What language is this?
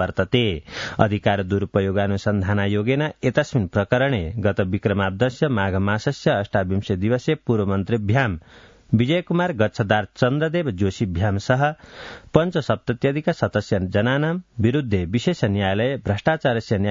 Sanskrit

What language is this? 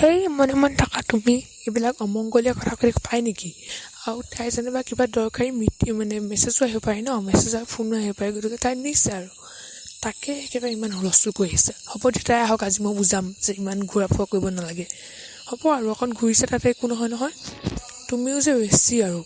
Assamese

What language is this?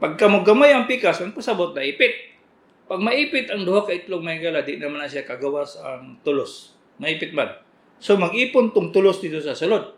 Cebuano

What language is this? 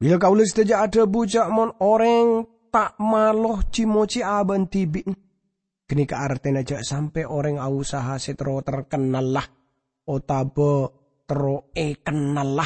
Madurese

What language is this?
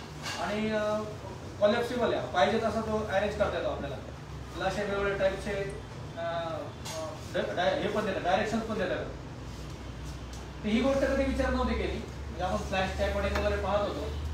Marathi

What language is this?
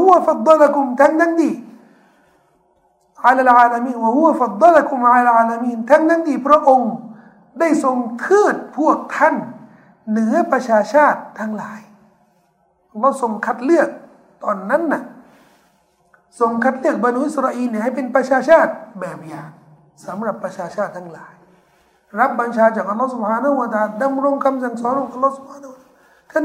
Thai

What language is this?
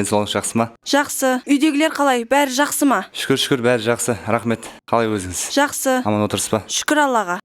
Kara-Kalpak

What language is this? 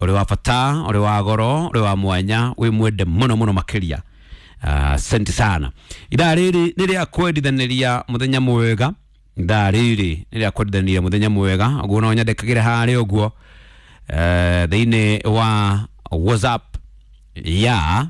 Kikuyu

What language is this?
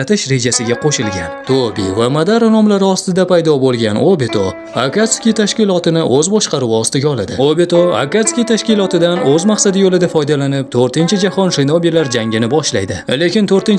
Uzbek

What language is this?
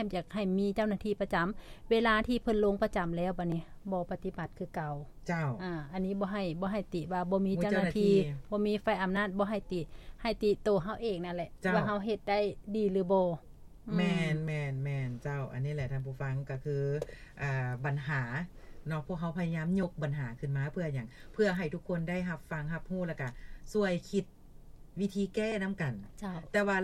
Lao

